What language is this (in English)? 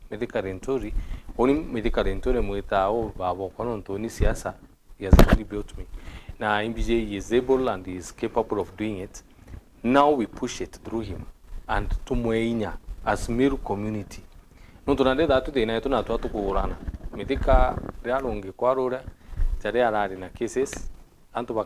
Meru